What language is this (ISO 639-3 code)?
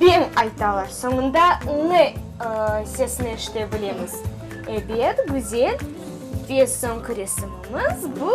crh